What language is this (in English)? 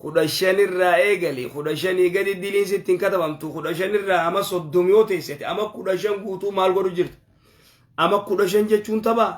Oromo